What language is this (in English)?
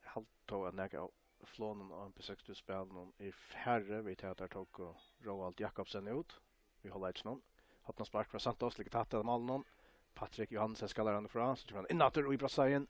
Faroese